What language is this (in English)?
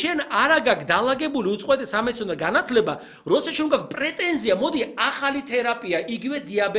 Georgian